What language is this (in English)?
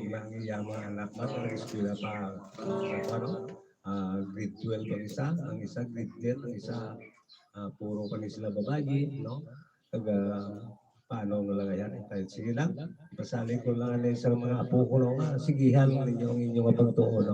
Hiligaynon